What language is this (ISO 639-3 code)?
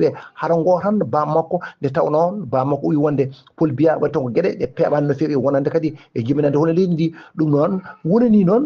ful